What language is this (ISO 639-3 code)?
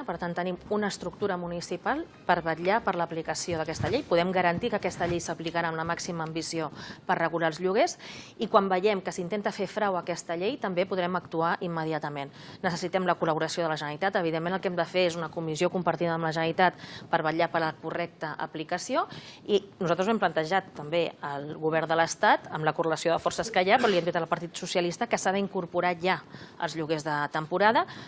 cat